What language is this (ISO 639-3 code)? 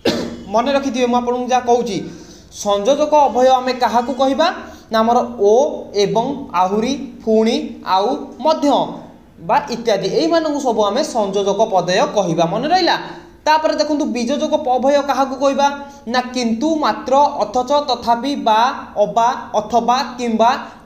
ori